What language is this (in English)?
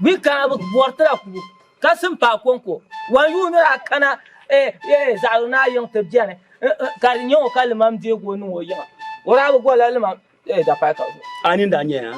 Dagbani